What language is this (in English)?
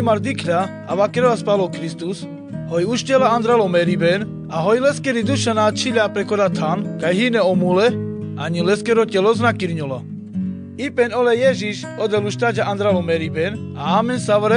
Carpathian Romani